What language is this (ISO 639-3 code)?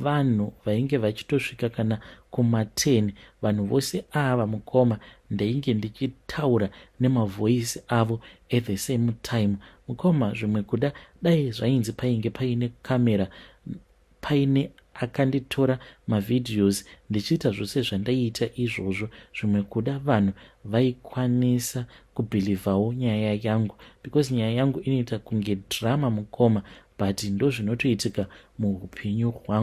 sna